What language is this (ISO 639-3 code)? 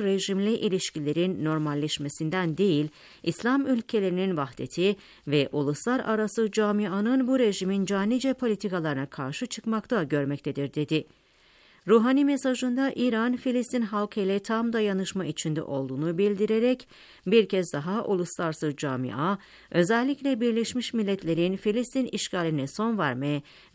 tur